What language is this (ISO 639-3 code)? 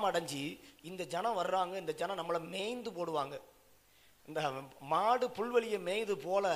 tam